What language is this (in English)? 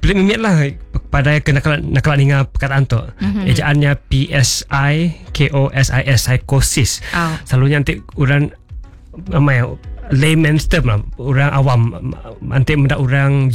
Iban